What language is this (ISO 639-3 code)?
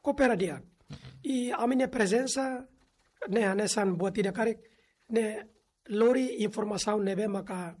tet